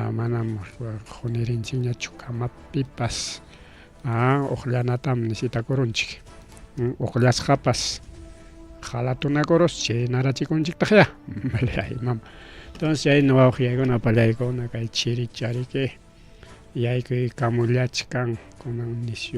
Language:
Ayacucho Quechua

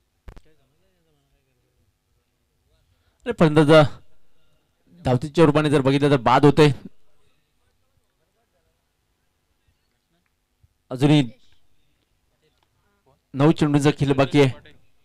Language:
Marathi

